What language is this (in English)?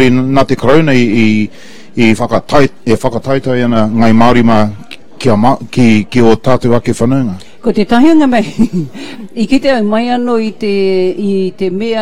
Māori